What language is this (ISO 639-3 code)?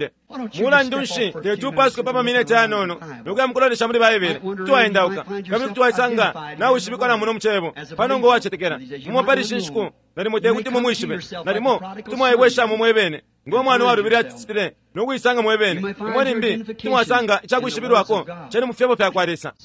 bem